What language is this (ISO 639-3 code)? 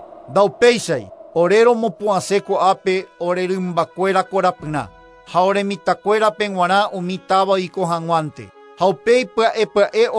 grn